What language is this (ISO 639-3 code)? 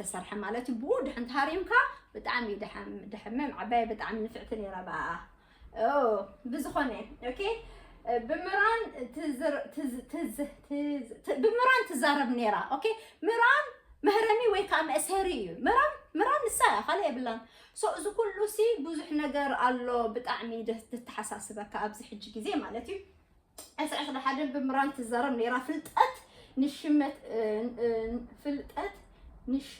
tir